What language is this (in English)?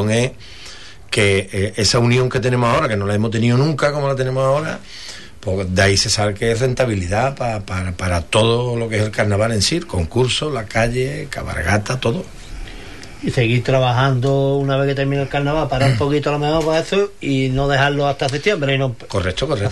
Spanish